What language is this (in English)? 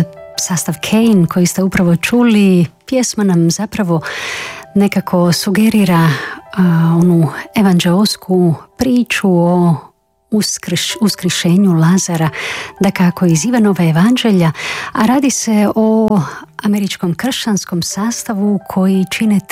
Croatian